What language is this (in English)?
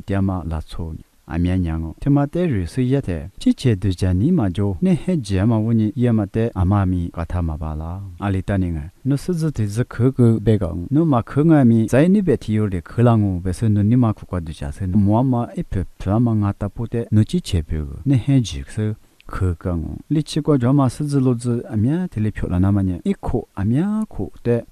Lisu